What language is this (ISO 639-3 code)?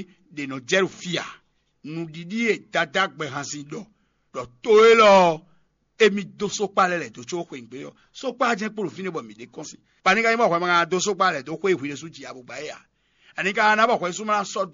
fon